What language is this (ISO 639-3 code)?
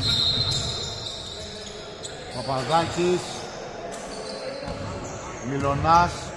ell